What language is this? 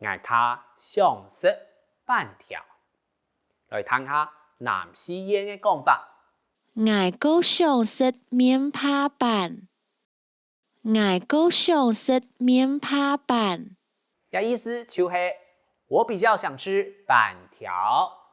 Hakka Chinese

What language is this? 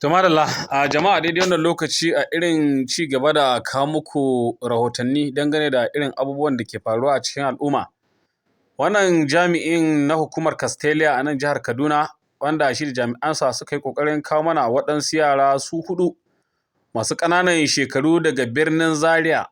Hausa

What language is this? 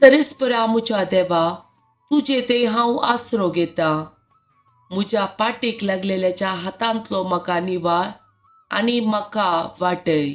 Konkani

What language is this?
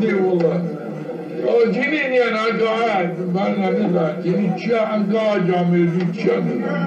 Zaza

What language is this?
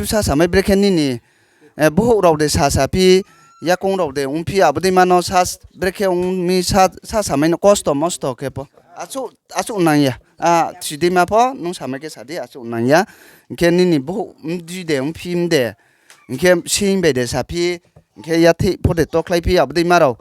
Riang (India)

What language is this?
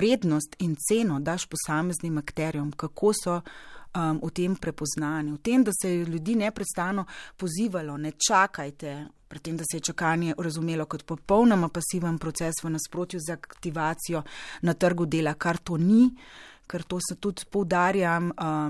Slovenian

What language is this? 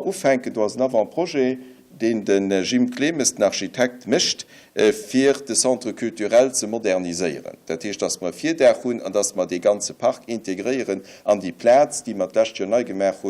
Luxembourgish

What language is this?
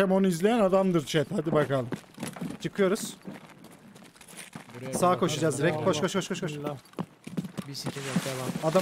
Turkish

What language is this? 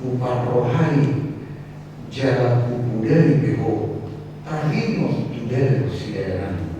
Batak Toba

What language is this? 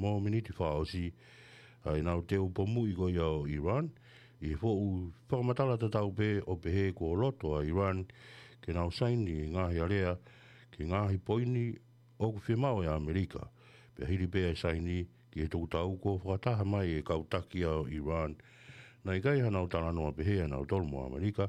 Tongan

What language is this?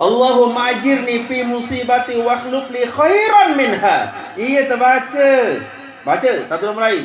Sasak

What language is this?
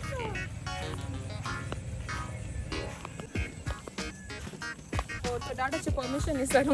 Konkani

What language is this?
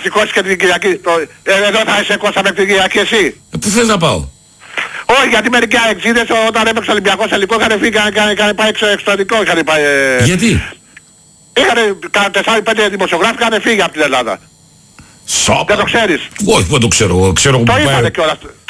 Greek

